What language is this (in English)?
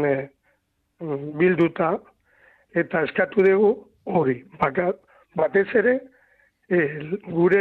Basque